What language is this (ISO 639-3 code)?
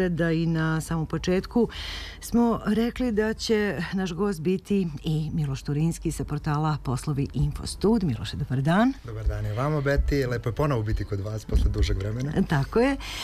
srp